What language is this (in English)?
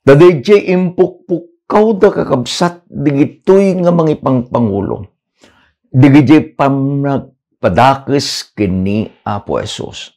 Iloko